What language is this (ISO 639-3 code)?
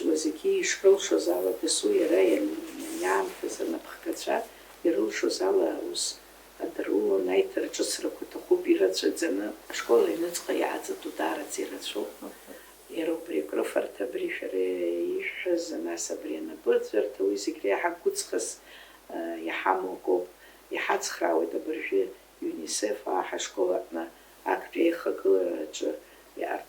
abk